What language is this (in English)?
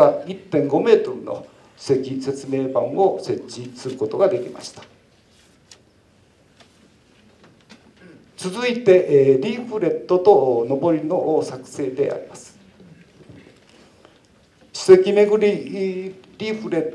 Japanese